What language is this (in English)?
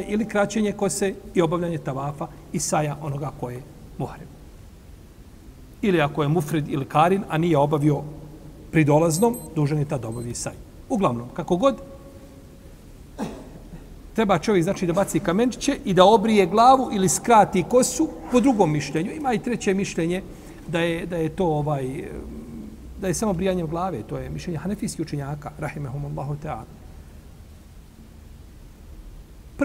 Bosnian